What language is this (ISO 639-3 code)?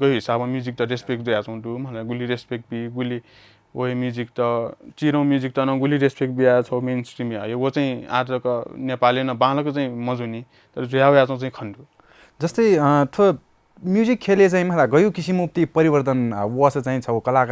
new